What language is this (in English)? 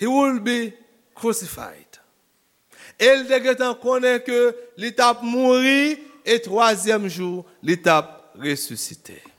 Haitian Creole